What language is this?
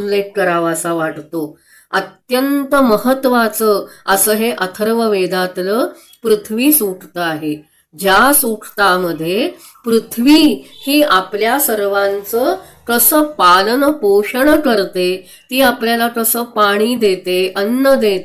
Marathi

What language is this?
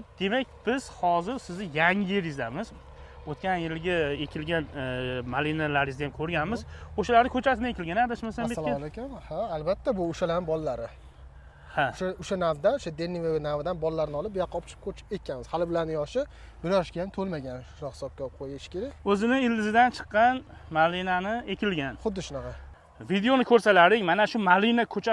Uzbek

